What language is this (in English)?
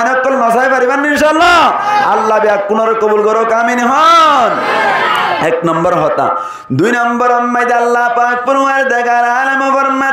Rohingya